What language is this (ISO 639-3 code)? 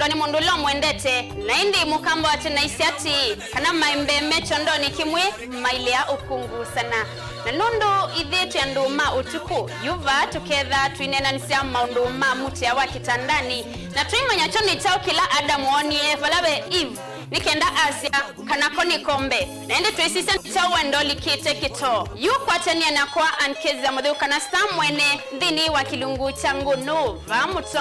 kam